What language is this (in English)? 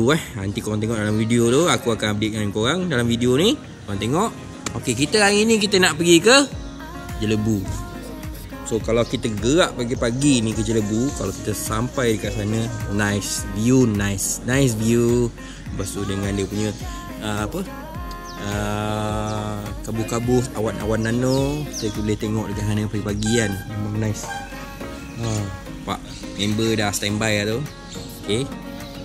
Malay